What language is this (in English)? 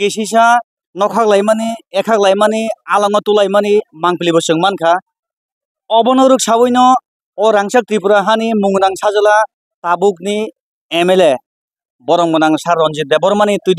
Kok Borok